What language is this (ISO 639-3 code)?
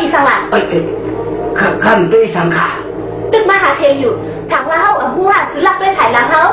shn